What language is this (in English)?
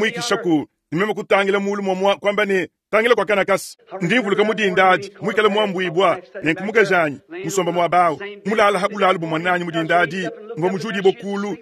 Luba-Lulua